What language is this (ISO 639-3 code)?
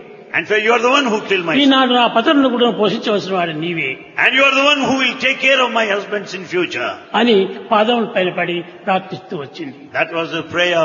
tel